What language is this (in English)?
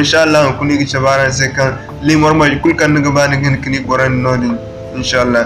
Zarma